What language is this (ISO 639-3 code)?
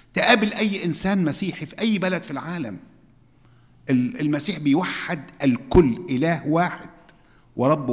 arz